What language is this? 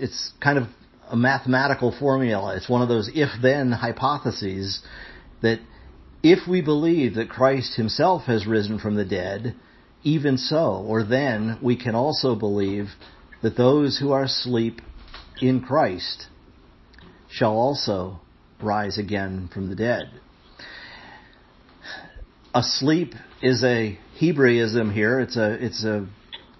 English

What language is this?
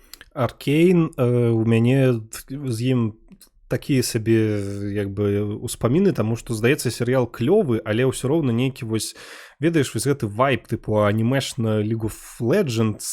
Belarusian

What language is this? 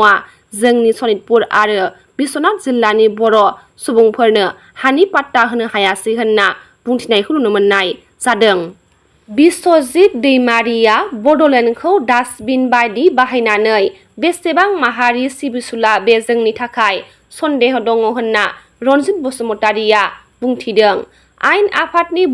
Bodo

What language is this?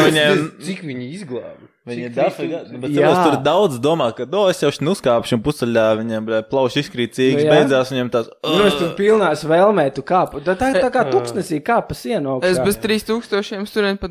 Latvian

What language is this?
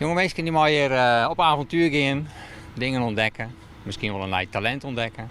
Western Frisian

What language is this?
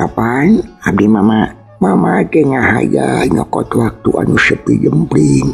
Sundanese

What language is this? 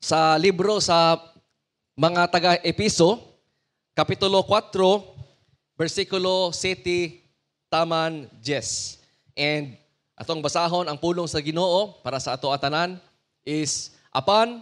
Cebuano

